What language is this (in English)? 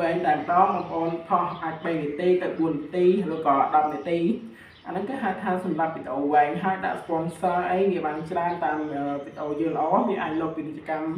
Khmer